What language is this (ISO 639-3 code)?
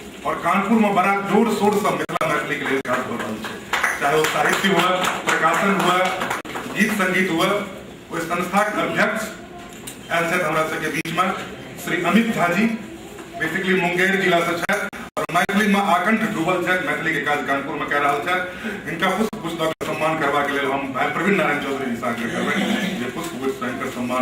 mai